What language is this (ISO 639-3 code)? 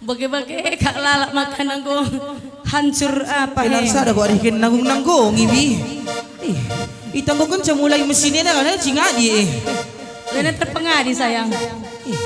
btx